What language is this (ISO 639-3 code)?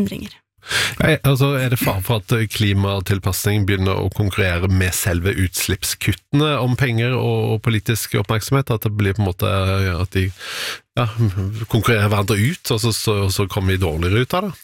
nor